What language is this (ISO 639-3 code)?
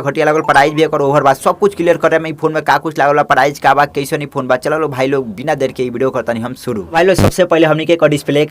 bho